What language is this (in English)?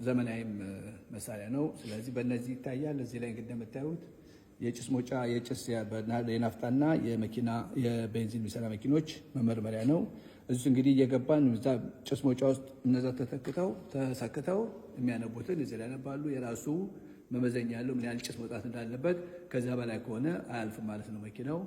Amharic